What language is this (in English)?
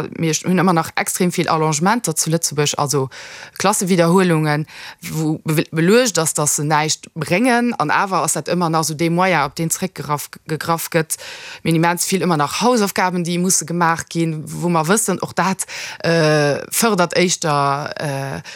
Luxembourgish